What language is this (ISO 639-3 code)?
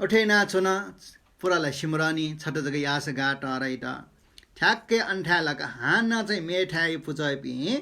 new